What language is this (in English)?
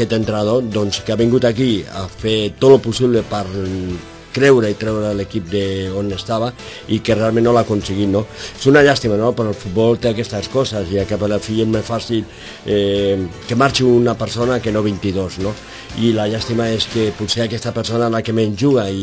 Catalan